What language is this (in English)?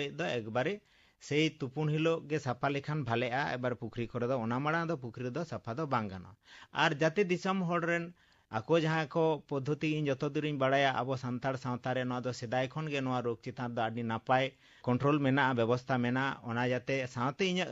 Santali